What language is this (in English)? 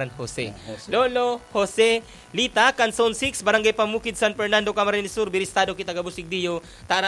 Bikol